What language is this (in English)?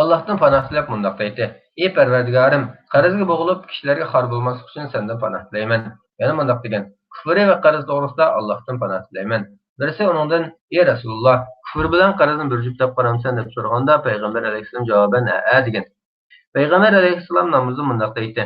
Uyghur